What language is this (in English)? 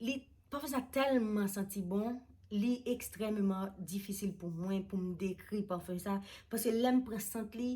Haitian Creole